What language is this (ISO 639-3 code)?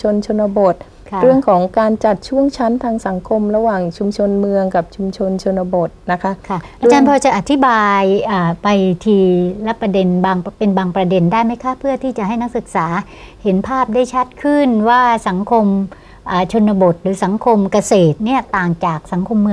tha